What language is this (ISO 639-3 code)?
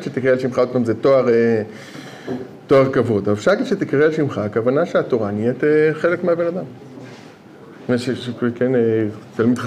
heb